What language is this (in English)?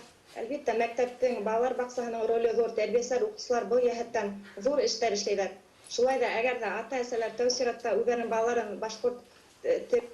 Bashkir